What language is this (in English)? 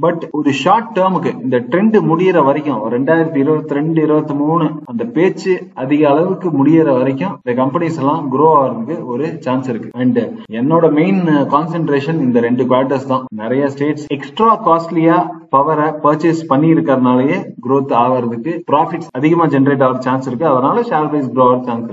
Tamil